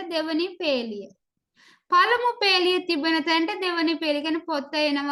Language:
Sinhala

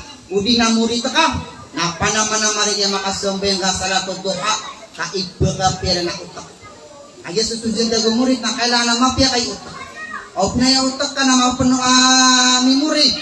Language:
Maranao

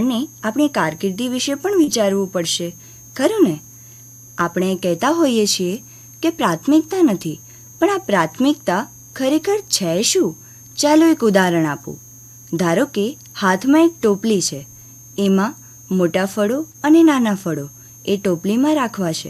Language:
Gujarati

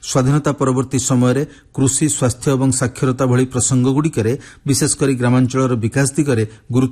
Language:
Odia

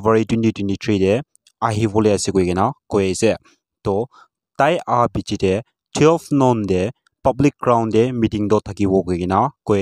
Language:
Naga Pidgin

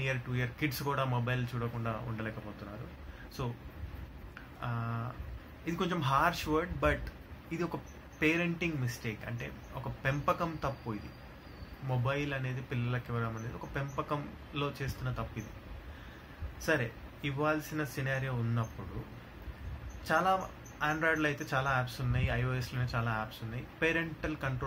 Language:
Telugu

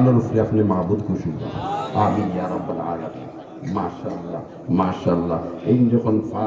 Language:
Sylheti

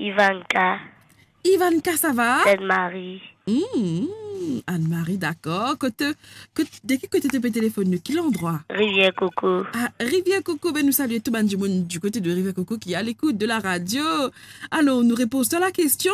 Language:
Morisyen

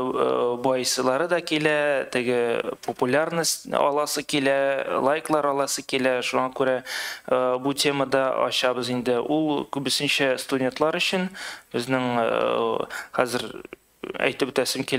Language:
Tatar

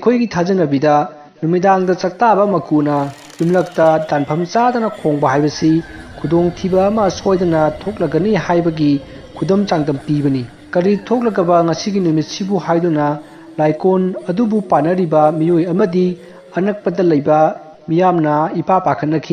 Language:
Manipuri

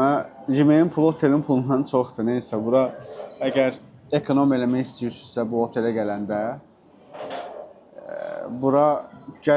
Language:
Azerbaijani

